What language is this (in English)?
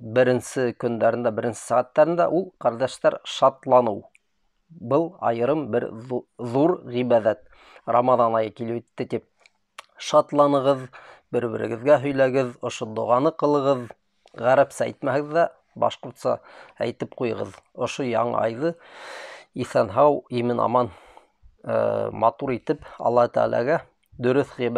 Bashkir